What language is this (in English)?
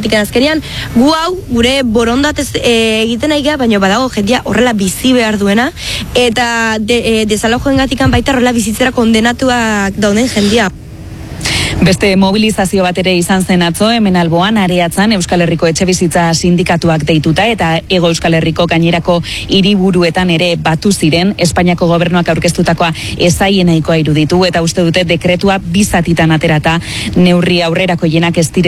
Basque